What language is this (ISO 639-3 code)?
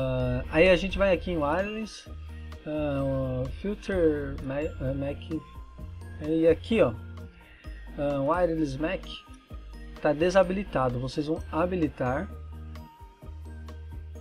por